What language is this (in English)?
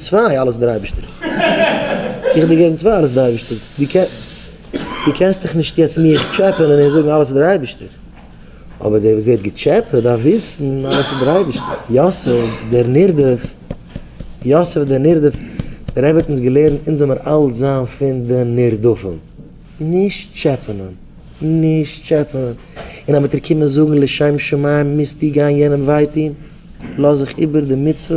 Yiddish